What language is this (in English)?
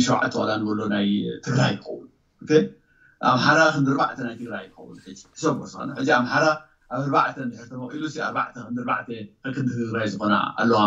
Tigrinya